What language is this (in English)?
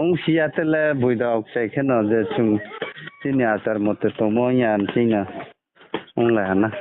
Riang (India)